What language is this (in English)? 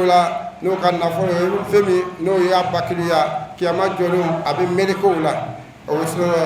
Bambara